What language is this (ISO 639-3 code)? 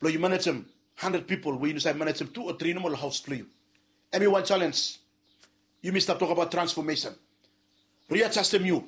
bis